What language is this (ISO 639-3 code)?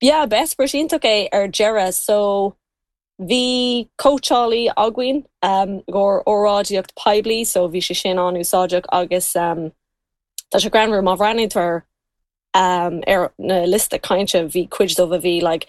gle